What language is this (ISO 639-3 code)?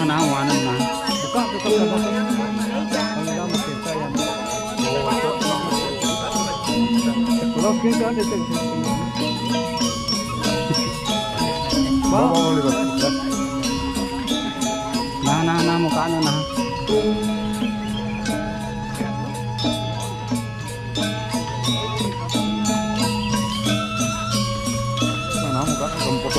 ind